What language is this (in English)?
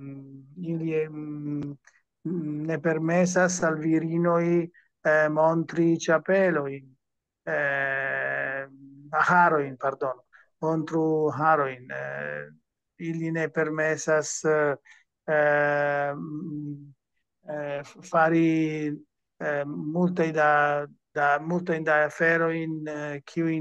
Esperanto